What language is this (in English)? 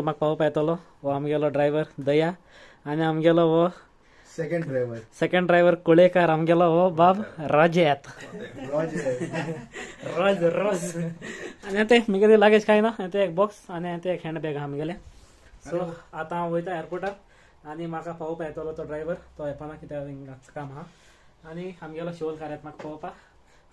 Konkani